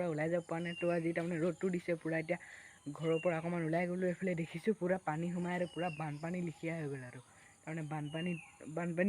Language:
Assamese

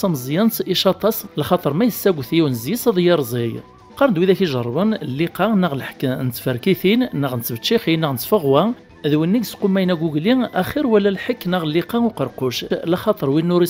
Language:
Kabyle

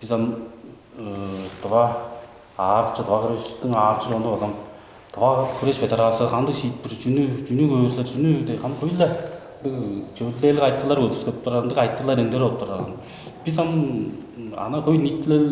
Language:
Tuvinian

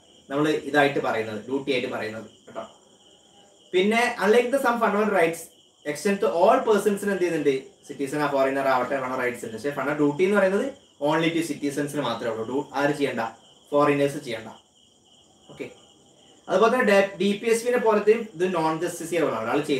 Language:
Malayalam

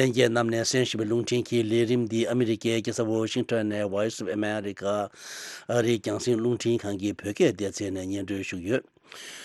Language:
Tibetan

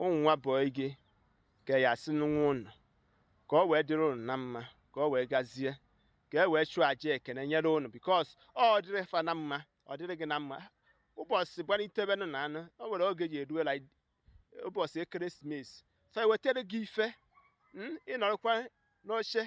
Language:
Igbo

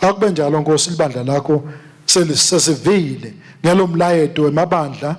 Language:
Swati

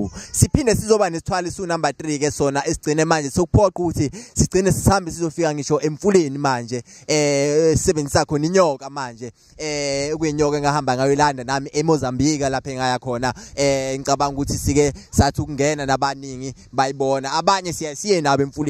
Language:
Zulu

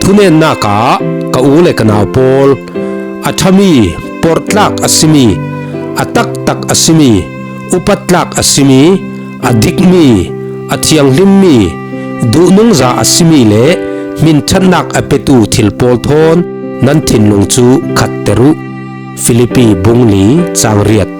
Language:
Falam Chin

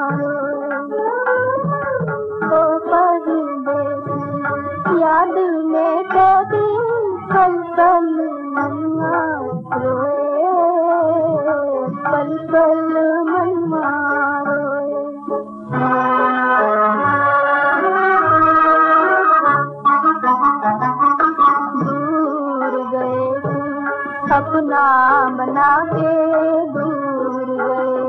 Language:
Hindi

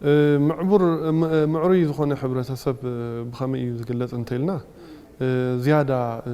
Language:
Tigrinya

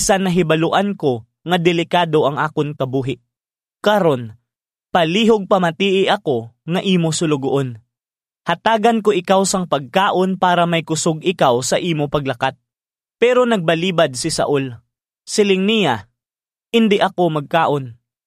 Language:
Hiligaynon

